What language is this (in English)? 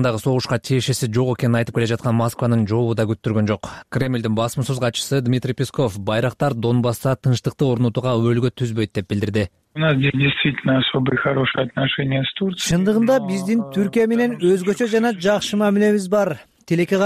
Kyrgyz